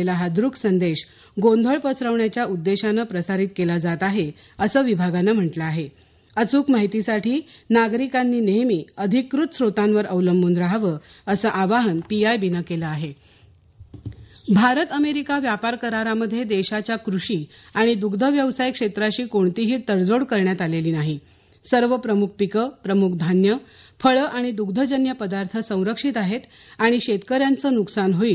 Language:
Marathi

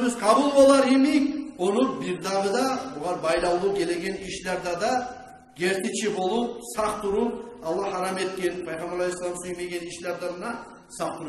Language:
Kumyk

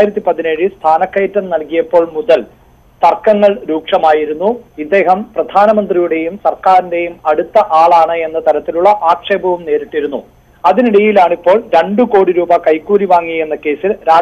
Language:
Malayalam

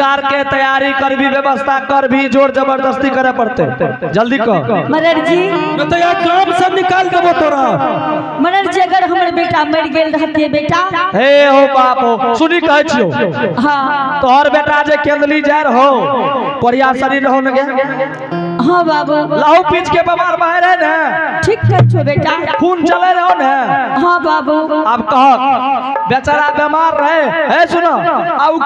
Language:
Angika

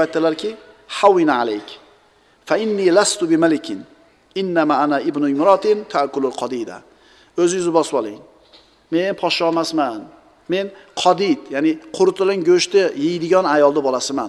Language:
Uzbek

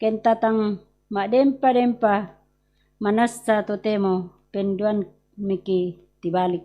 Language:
Toraja-Sa'dan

